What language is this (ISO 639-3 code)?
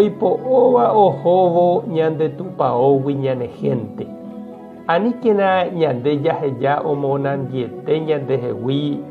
grn